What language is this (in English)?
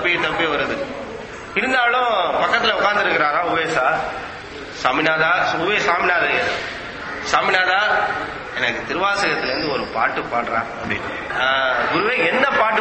Tamil